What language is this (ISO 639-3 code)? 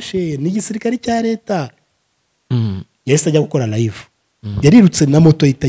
kin